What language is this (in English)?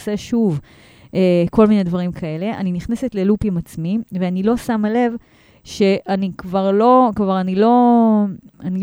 Hebrew